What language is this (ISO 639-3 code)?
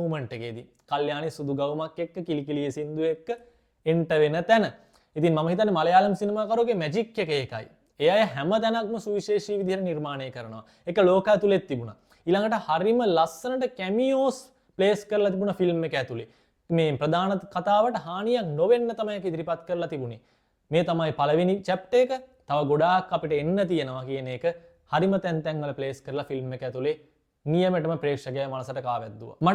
sin